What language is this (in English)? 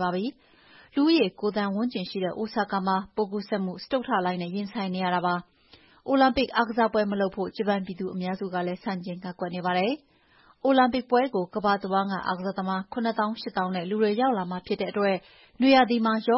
Burmese